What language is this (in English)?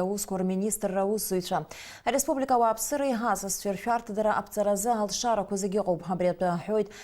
Abkhazian